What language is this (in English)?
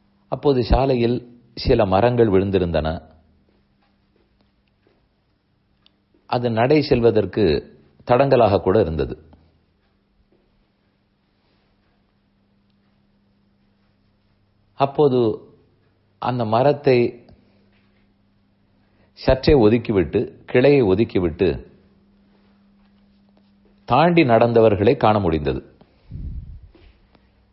Tamil